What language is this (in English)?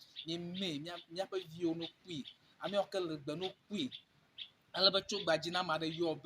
Ewe